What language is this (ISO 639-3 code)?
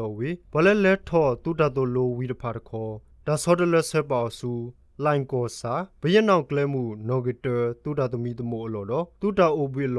ksw